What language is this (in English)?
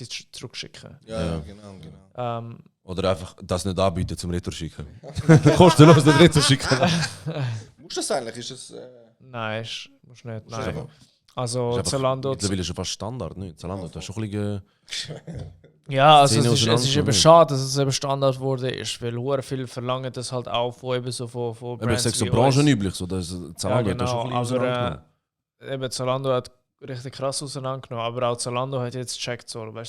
Swiss German